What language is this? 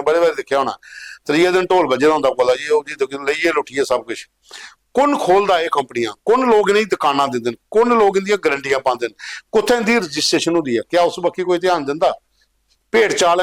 Dogri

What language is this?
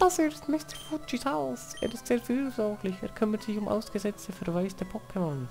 Swiss German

